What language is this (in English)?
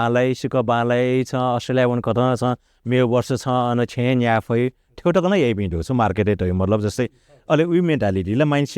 Newari